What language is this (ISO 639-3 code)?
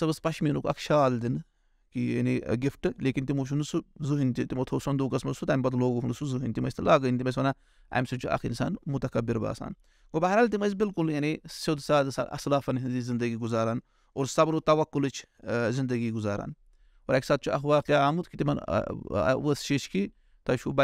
kas